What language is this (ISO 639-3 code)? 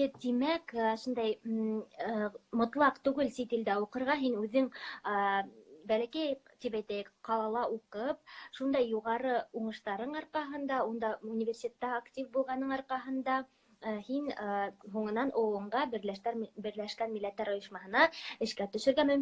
bak